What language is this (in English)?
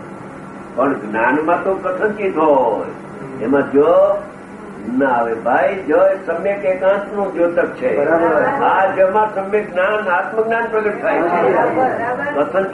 Gujarati